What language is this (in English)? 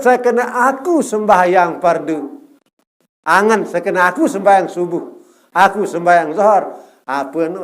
Sasak